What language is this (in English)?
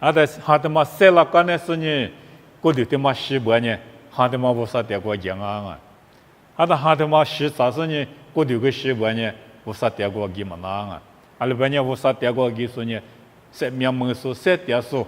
Lisu